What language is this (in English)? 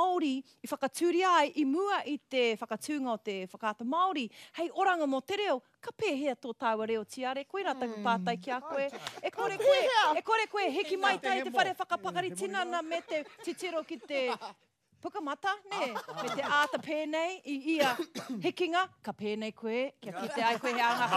Māori